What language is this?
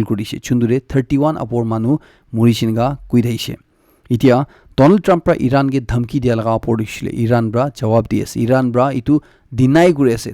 Naga Pidgin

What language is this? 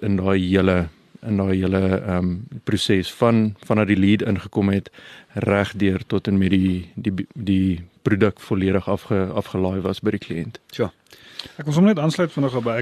Afrikaans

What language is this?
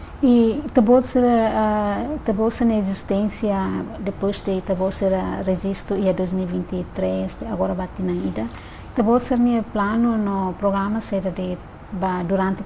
Tetum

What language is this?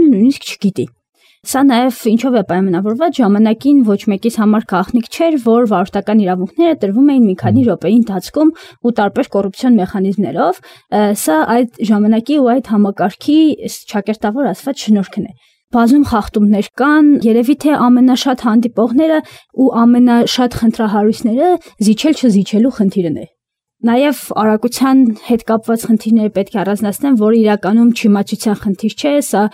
Armenian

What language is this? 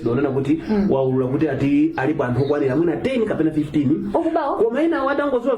Nyanja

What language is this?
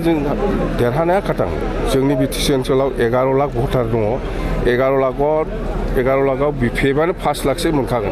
Bodo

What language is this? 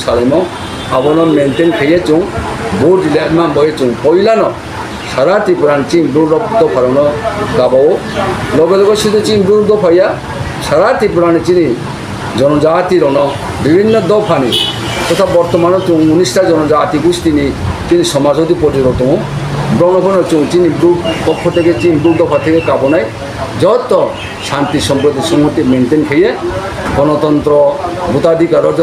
Riang (India)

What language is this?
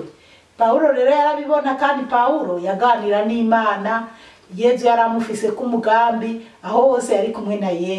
Rundi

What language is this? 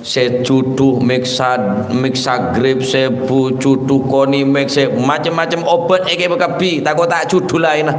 Madurese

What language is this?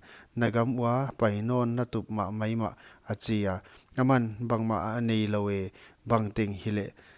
Paite Chin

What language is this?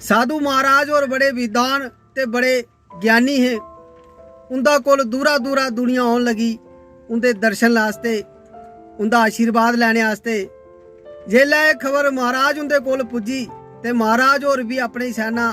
Dogri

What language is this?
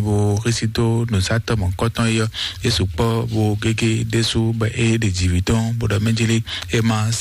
Fon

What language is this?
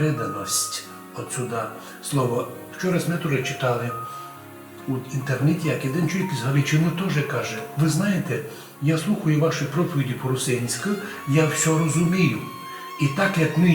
Rusyn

